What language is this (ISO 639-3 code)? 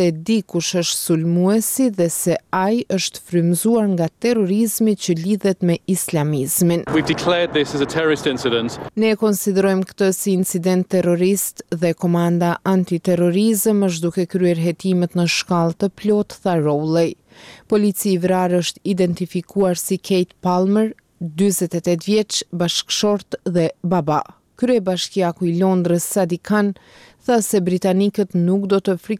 sqi